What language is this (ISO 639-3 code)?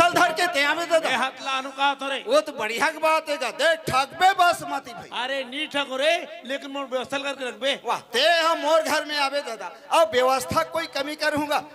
hne